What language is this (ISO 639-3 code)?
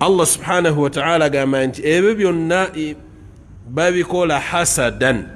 lug